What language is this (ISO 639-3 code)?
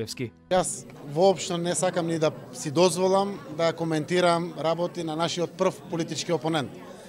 mkd